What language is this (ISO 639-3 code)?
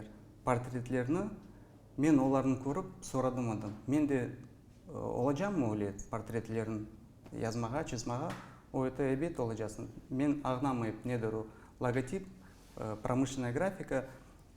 crh